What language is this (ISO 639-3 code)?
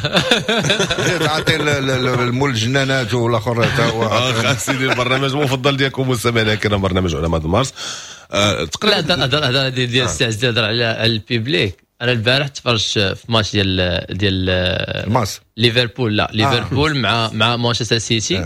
ary